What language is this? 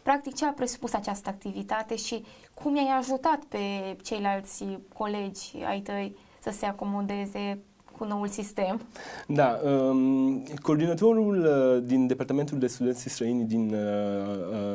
Romanian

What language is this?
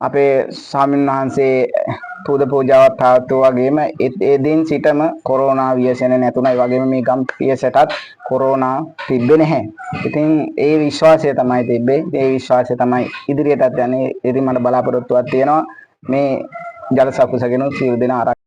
Sinhala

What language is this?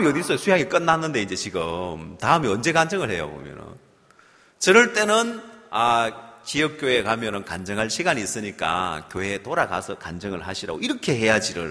Korean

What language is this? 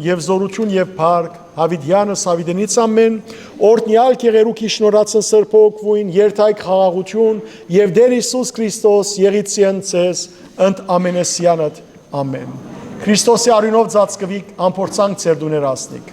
Western Armenian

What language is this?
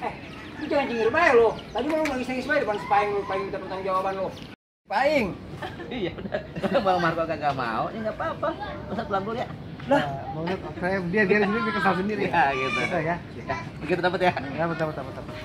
Betawi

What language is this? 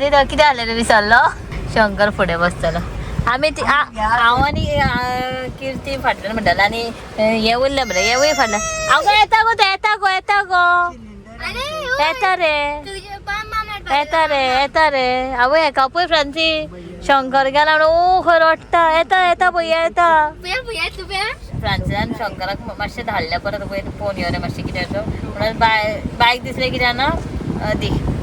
Konkani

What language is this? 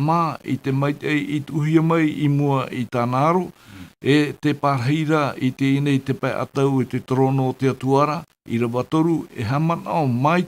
Tahitian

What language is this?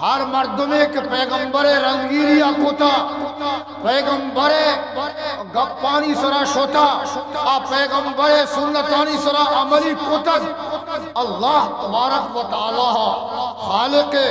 Eastern Balochi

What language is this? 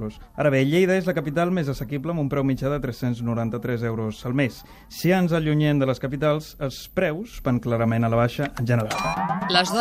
Catalan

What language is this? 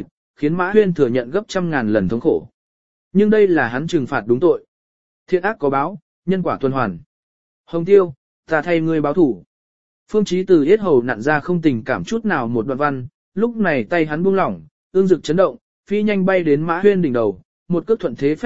Vietnamese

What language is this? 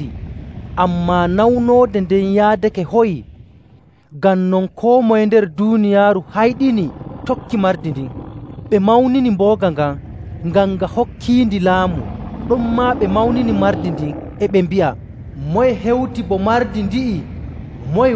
Nigerian Fulfulde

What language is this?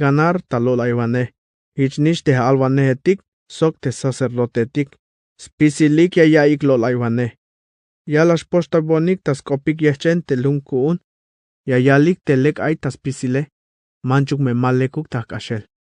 Tzeltal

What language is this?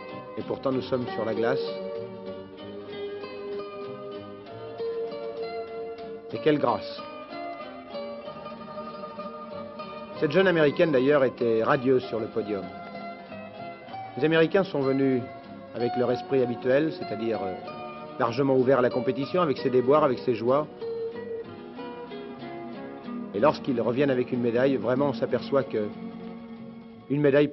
French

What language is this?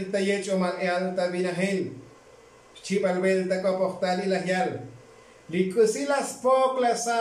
Tzotzil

